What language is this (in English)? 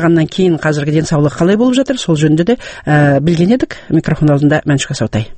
Kazakh